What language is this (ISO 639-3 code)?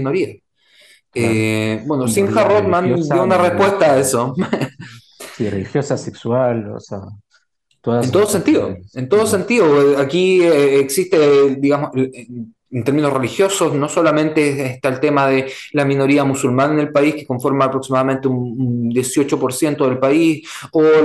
spa